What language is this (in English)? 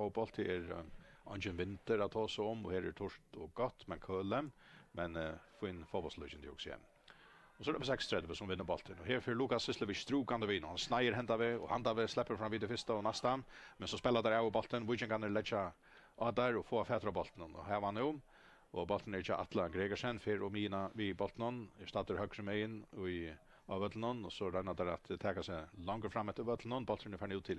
Faroese